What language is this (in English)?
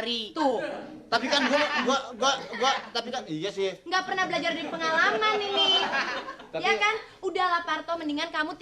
Betawi